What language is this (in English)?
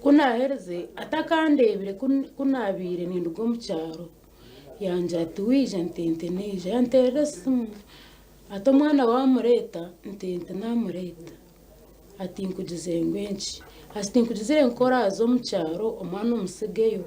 Nyankole